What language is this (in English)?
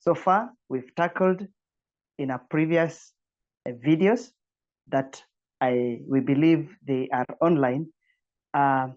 English